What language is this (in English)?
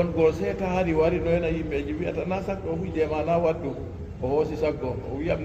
Fula